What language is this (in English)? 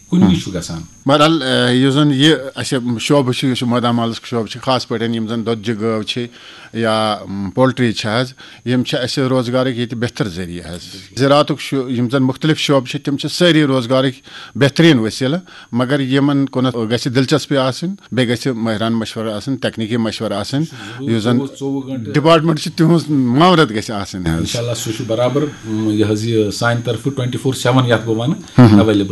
Kashmiri